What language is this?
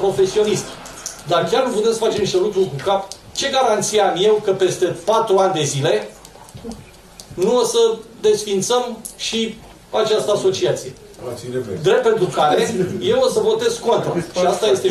Romanian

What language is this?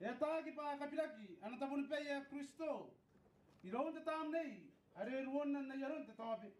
Gilbertese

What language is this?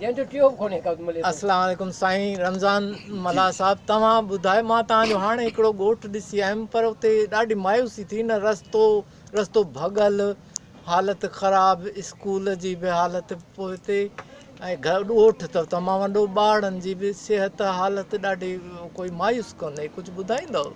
Sindhi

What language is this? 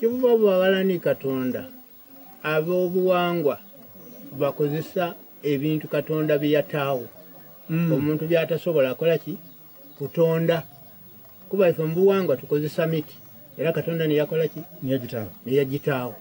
Soga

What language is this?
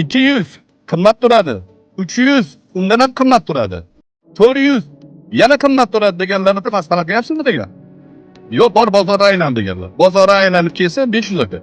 Uzbek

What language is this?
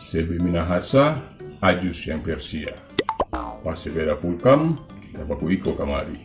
Manado Malay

